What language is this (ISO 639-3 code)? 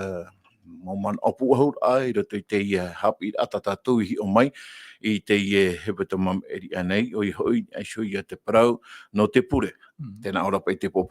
tah